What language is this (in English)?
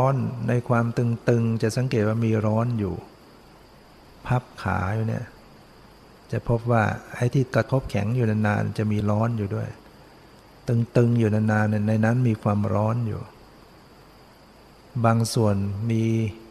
Thai